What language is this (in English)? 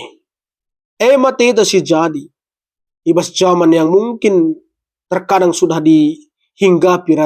Batak Karo